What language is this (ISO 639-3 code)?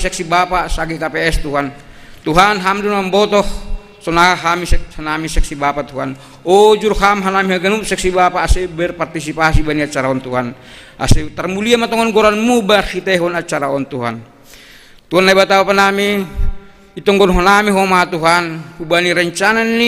bts